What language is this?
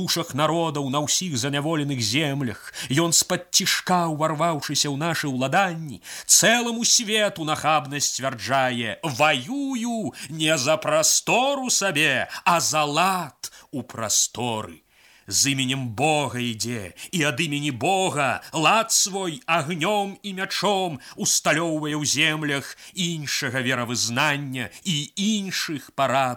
Belarusian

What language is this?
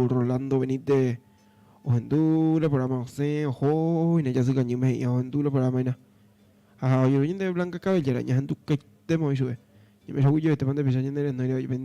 Guarani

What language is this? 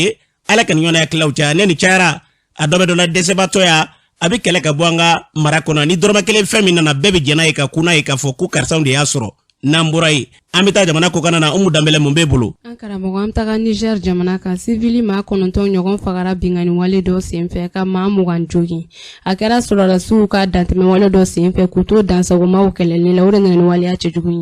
Bambara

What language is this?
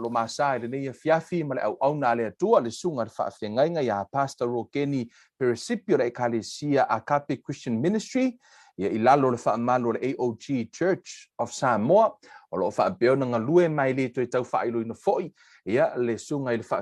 Samoan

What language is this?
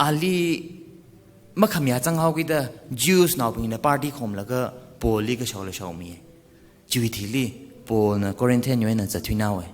Tangkhul Naga (India)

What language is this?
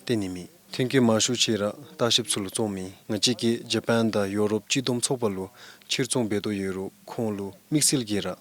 Dzongkha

